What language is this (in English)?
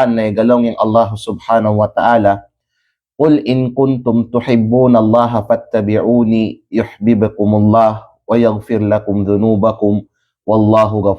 Kalagan